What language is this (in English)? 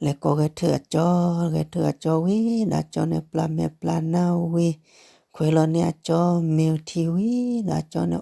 S'gaw Karen